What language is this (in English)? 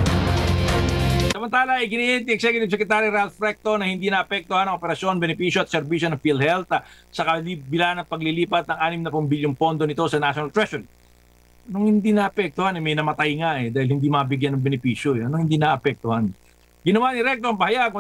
Filipino